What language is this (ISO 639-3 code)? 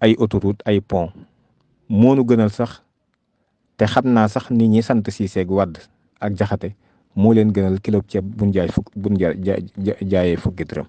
wol